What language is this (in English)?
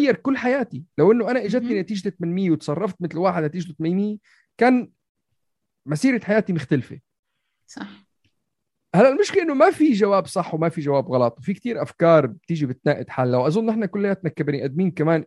North Levantine Arabic